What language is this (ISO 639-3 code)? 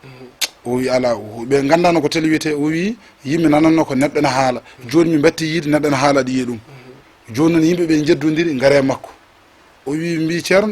ful